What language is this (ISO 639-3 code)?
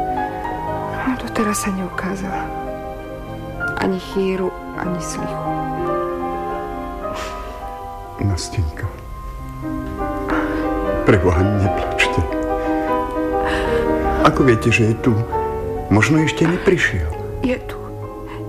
slk